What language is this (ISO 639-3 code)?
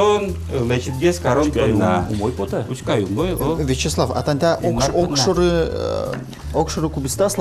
udm